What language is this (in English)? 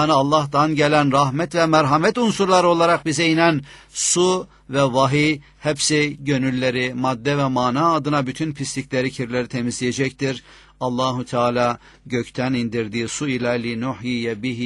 Turkish